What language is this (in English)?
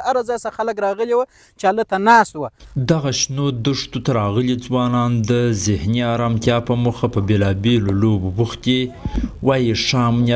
Pashto